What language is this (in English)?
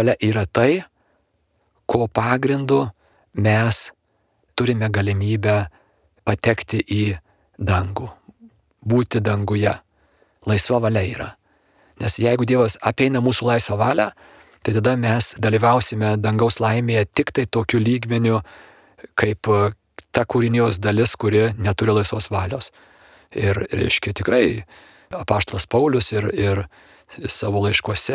Lithuanian